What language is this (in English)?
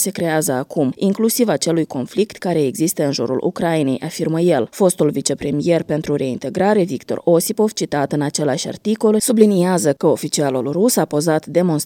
Romanian